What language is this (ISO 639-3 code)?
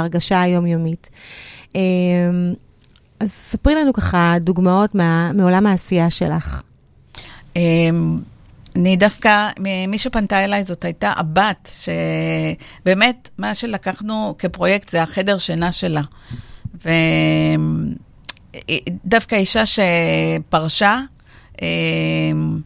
heb